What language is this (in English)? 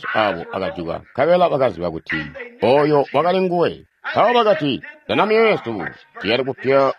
Tonga (Zambia)